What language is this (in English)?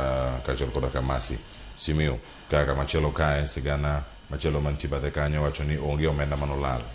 Luo (Kenya and Tanzania)